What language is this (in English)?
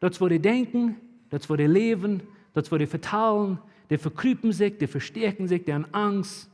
Plautdietsch